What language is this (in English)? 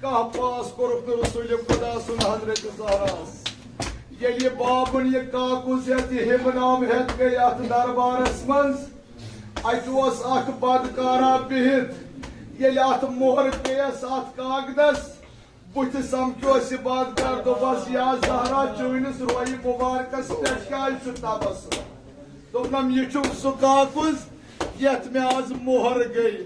Kashmiri